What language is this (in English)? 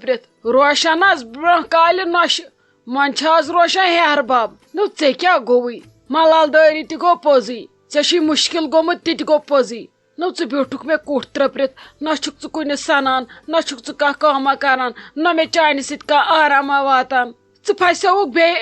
Kashmiri